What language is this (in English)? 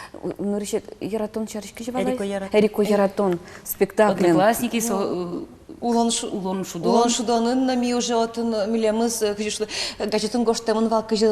Udmurt